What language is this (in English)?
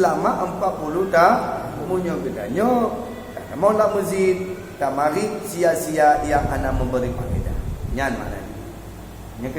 Achinese